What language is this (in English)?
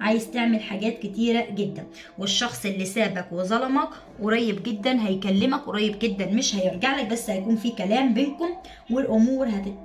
Egyptian Arabic